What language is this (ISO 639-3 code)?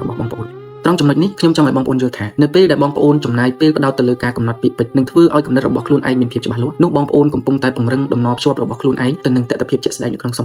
khm